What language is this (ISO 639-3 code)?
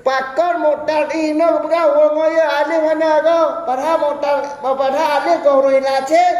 ace